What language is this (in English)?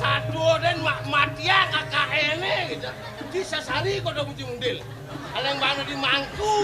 Balinese